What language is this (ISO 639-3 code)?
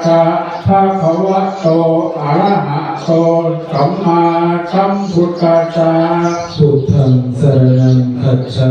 pli